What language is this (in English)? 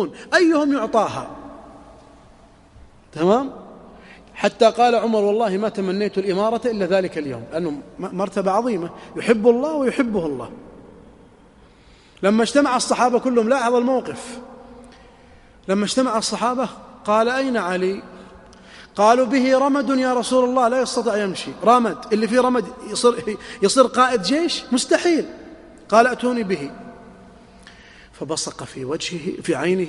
Arabic